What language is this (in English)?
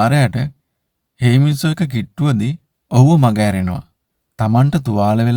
Sinhala